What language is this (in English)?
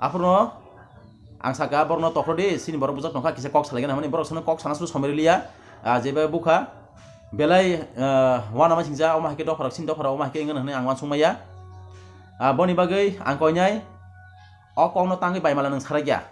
Kok Borok